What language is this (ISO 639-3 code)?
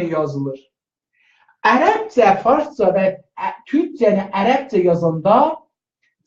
azb